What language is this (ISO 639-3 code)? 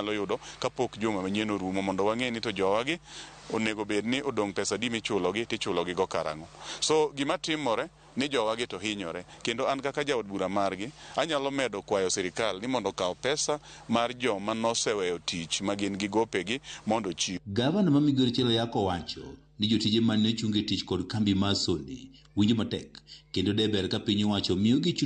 luo